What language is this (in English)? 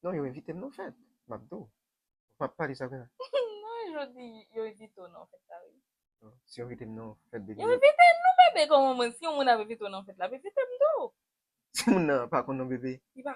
Haitian Creole